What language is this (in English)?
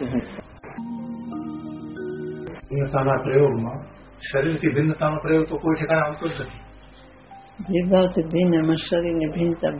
Gujarati